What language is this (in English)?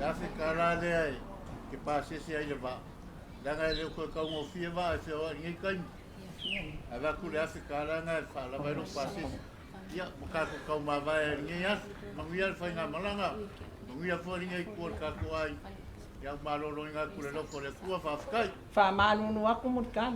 Samoan